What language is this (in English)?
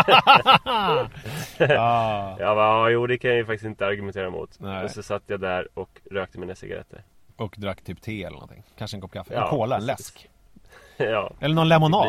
Swedish